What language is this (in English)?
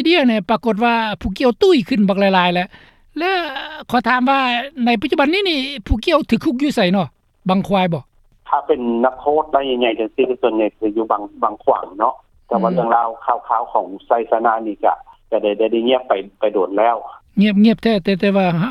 Lao